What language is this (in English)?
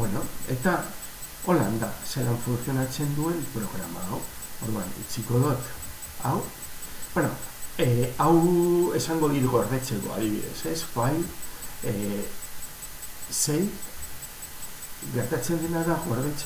Basque